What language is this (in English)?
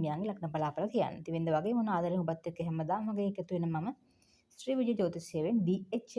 Sinhala